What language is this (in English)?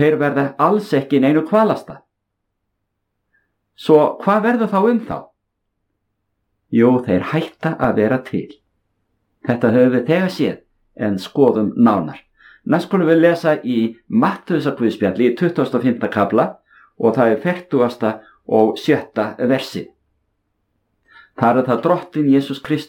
Icelandic